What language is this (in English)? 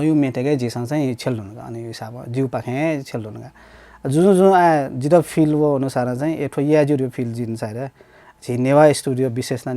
Newari